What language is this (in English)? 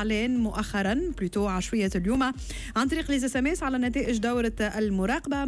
Tunisian Arabic